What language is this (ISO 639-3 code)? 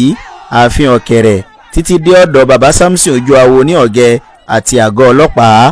yor